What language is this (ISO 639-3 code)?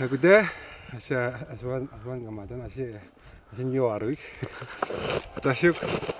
atj